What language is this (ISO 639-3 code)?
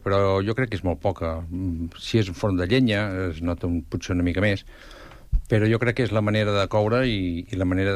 cat